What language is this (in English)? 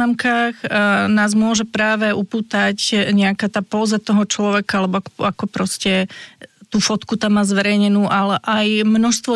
Slovak